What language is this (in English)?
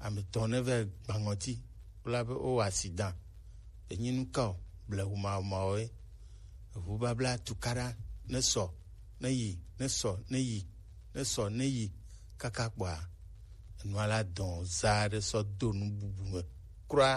Gen